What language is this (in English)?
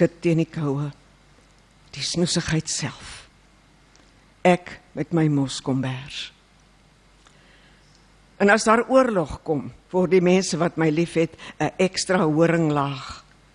Afrikaans